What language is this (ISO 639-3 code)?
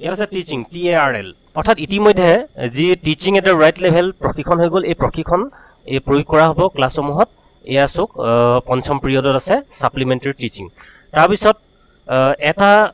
asm